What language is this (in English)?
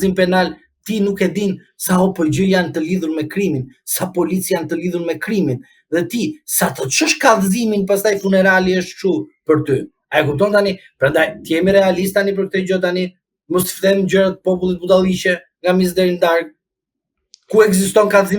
Albanian